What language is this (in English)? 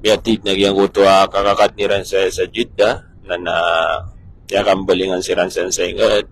Maranao